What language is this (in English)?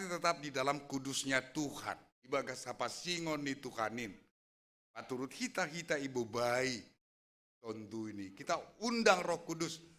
Batak Simalungun